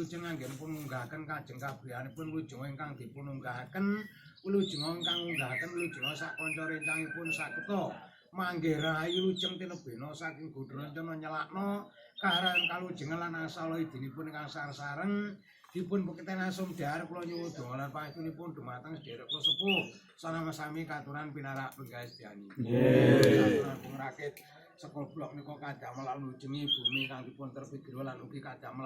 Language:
Javanese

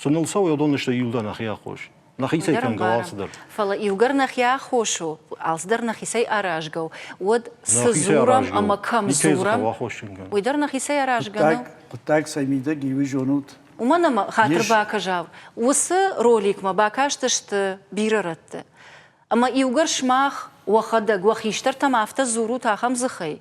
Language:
Ossetic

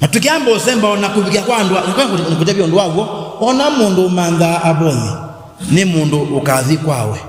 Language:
Kamba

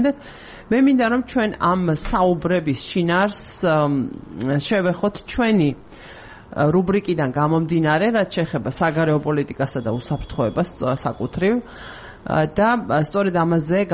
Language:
Georgian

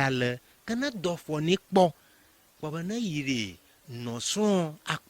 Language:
Ewe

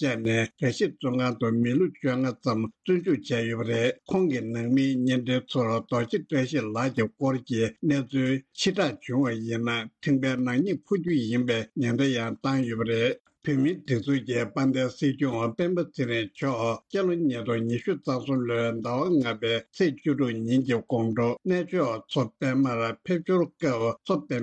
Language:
Tibetan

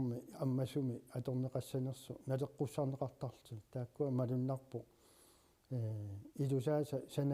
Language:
Kalaallisut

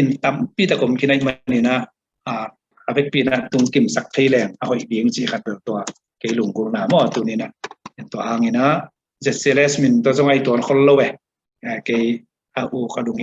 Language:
Tedim Chin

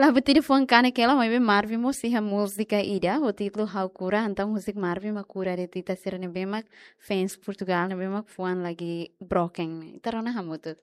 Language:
Tetum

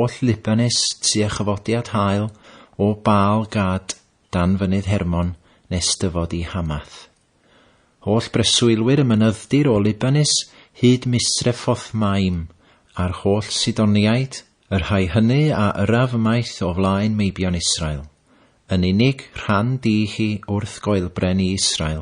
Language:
Welsh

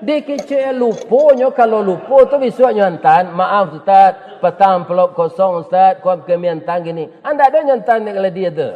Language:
Minangkabau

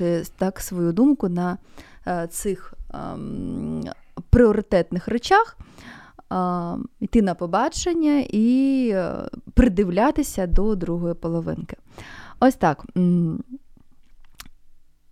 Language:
Ukrainian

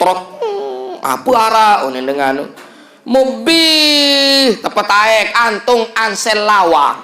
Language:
Sasak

